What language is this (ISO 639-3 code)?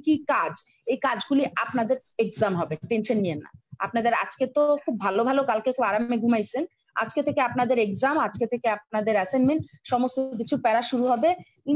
ben